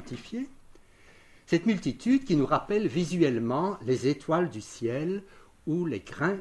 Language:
French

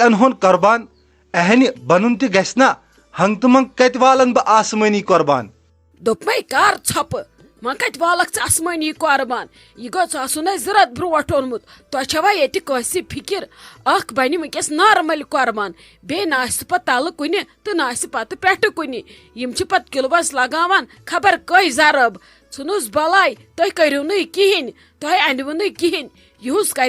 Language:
Kashmiri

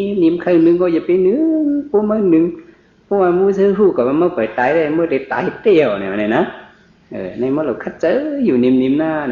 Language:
Shan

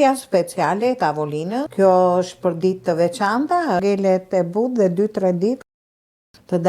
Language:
Albanian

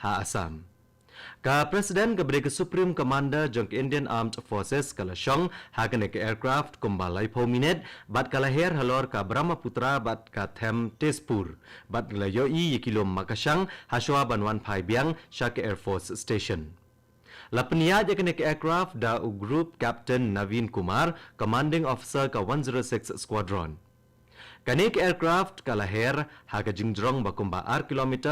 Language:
Khasi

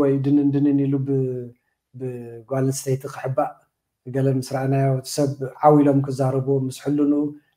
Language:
Tigrinya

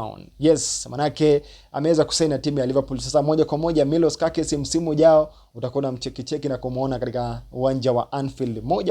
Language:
Swahili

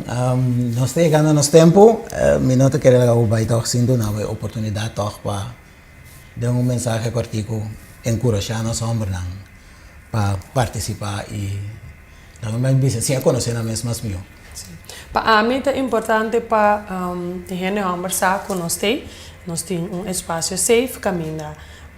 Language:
Papiamento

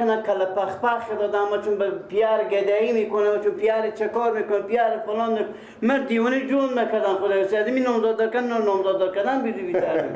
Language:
Persian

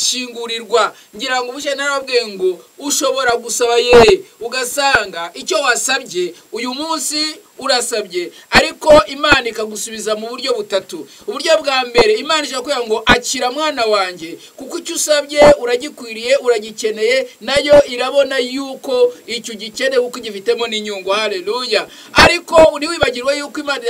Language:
Kinyarwanda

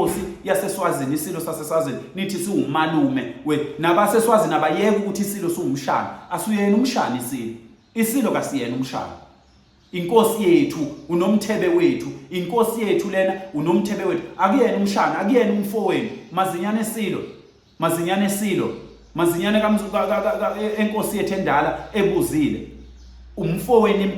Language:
Zulu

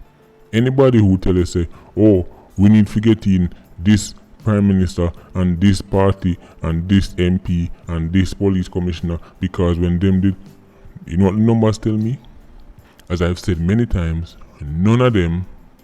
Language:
Jamaican Creole English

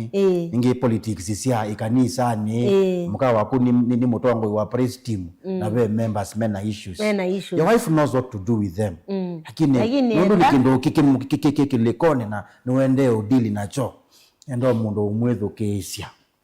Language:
Kamba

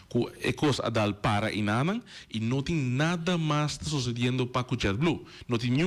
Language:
Papiamento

